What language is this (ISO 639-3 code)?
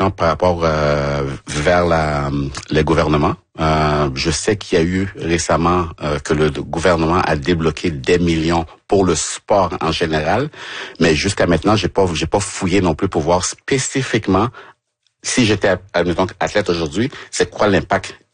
fra